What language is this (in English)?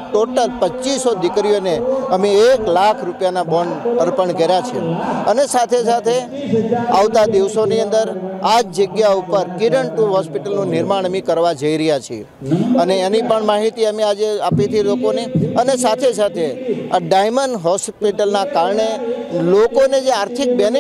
Gujarati